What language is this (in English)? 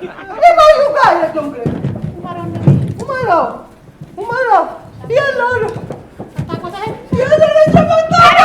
Neapolitan